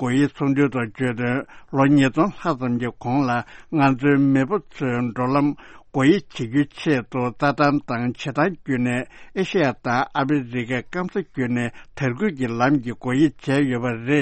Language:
Tibetan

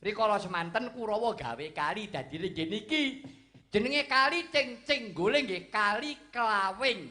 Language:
Javanese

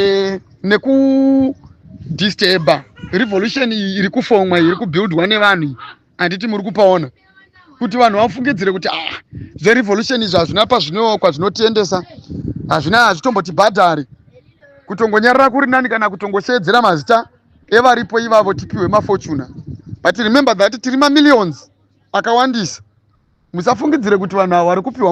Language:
Shona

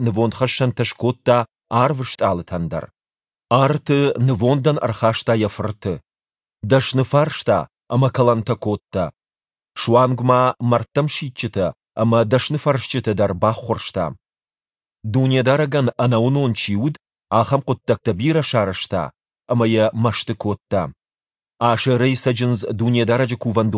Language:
Ossetic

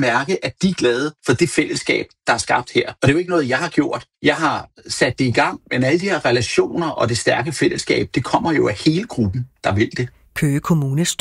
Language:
Danish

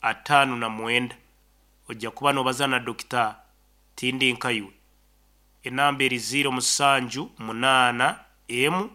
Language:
Nyankole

